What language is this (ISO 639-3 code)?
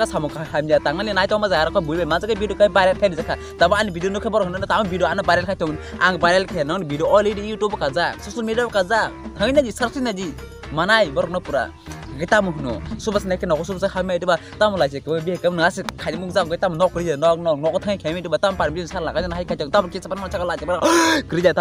trp